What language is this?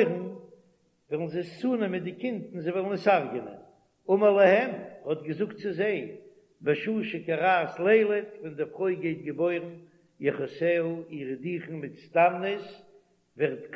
Yiddish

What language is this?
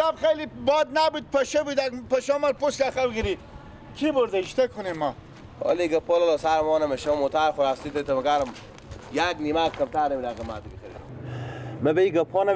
Persian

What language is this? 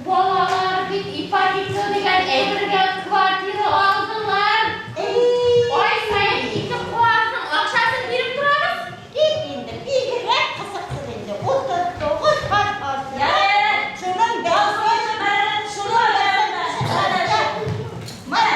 Bashkir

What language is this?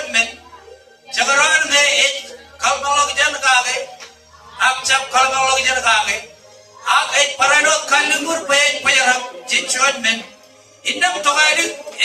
Marshallese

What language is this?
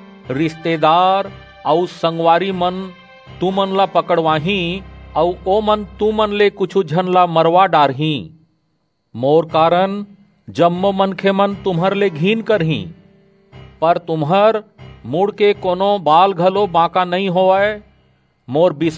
Chhattisgarhi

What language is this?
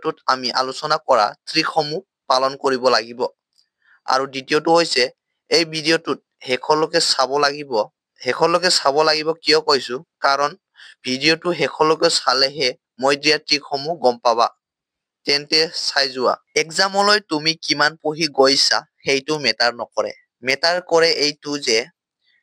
Assamese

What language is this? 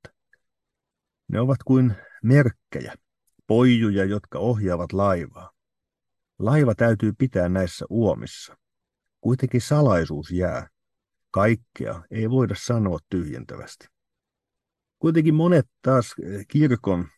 Finnish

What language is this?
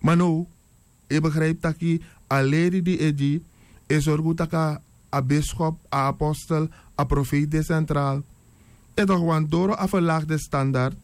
Sranan Tongo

